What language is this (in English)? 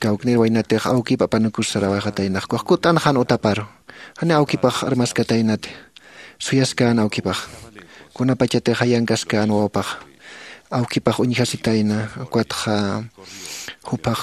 Aymara